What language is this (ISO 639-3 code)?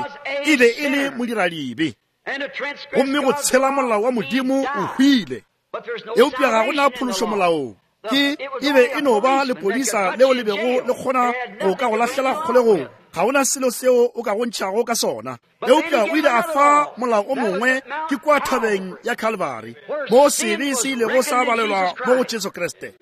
nso